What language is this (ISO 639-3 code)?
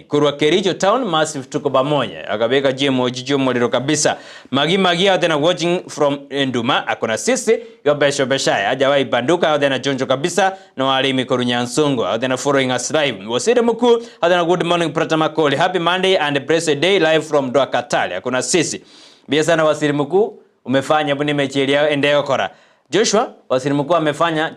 guz